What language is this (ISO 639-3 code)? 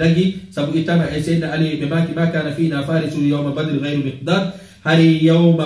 ful